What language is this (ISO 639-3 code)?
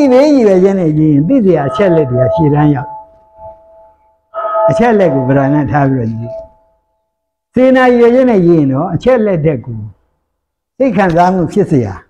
mya